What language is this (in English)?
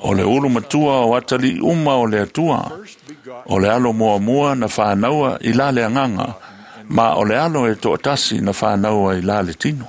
Samoan